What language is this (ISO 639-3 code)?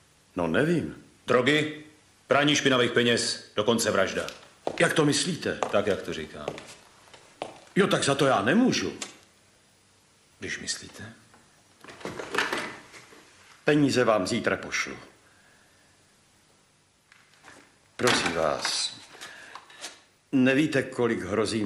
ces